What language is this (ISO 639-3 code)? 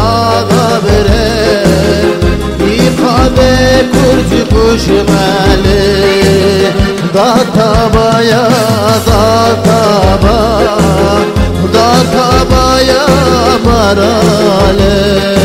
ron